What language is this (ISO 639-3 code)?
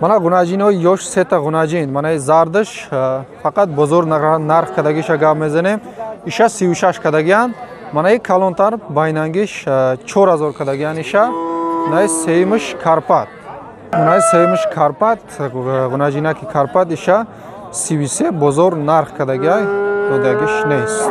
tgk